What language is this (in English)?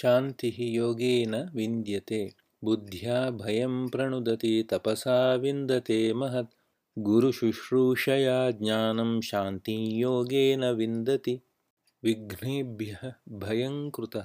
Sanskrit